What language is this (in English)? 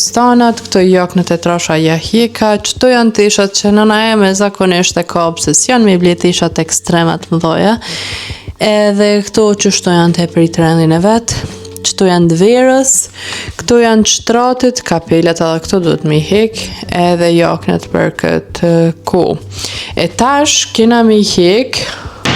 Albanian